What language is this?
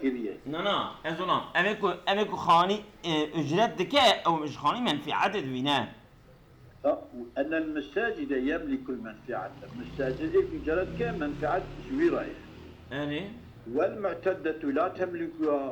Kurdish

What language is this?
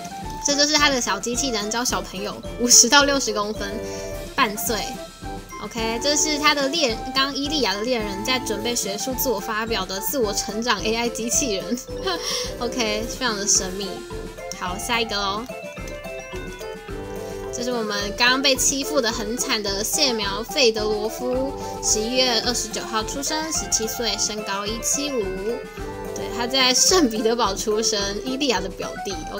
Chinese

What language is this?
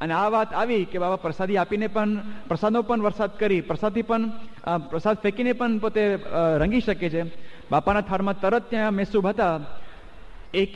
Gujarati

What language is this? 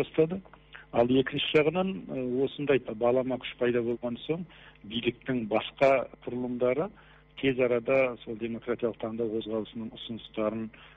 Kazakh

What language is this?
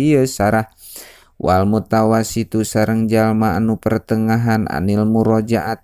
Sundanese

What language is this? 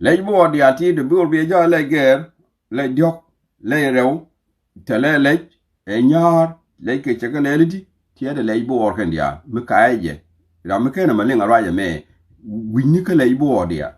Nuer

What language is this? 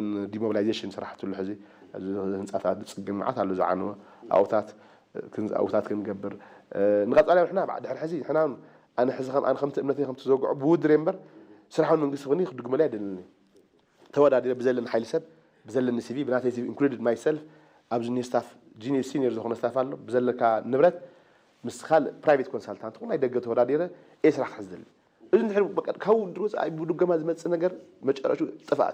Tigrinya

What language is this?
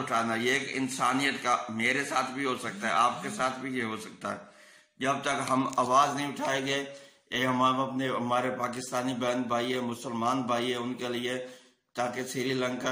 Urdu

